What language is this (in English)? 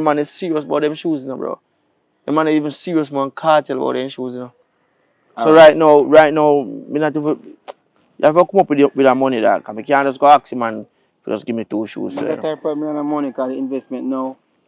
Jamaican Creole English